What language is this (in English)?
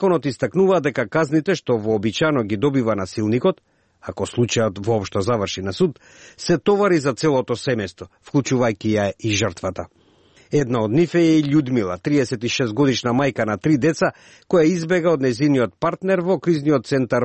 Macedonian